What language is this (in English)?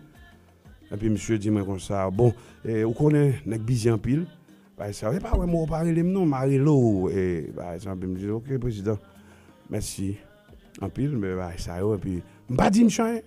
Haitian Creole